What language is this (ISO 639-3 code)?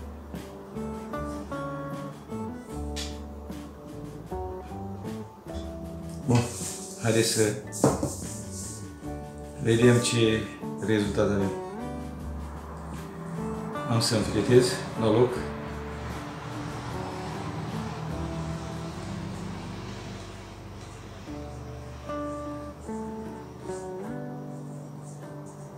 ron